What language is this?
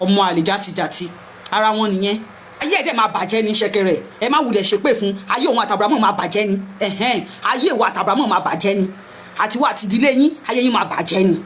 Yoruba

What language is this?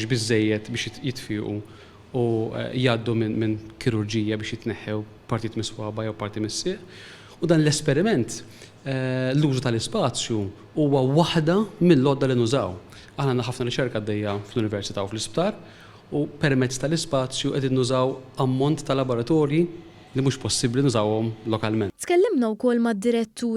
Maltese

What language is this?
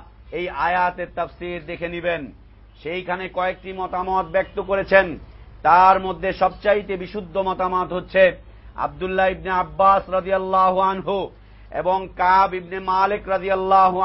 Bangla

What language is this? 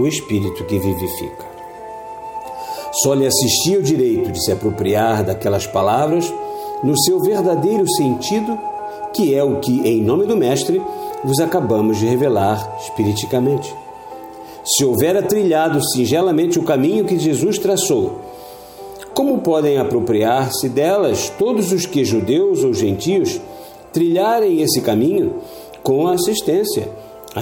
Portuguese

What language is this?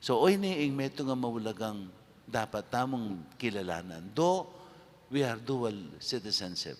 Pampanga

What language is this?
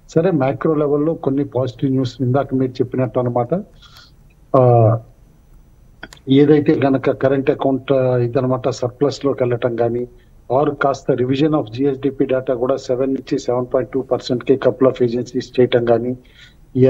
Telugu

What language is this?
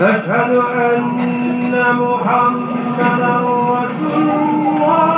Zaza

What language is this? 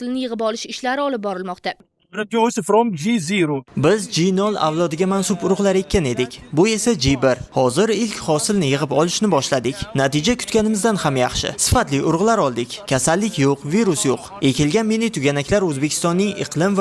Uzbek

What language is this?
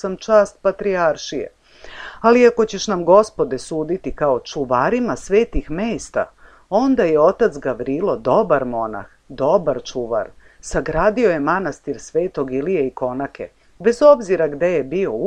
Serbian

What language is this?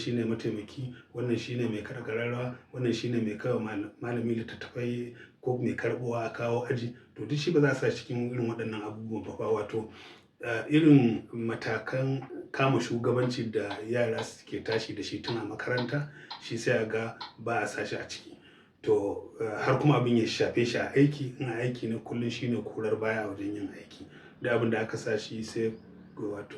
Hausa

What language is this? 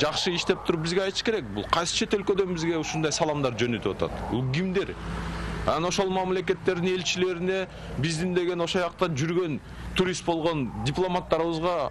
Kyrgyz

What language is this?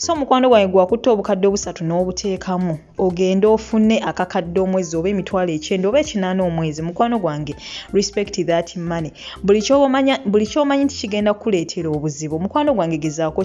Ganda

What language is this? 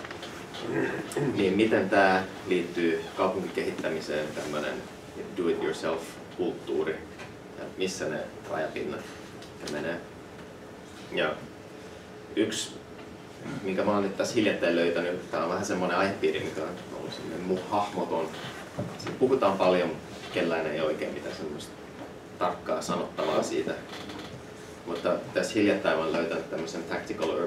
Finnish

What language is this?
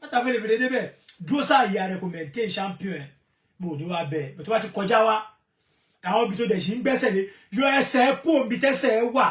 Yoruba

